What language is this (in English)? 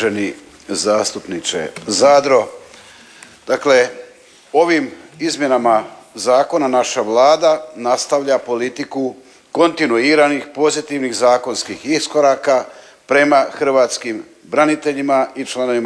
Croatian